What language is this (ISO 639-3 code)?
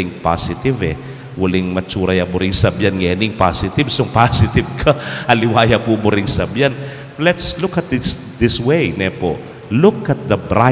pam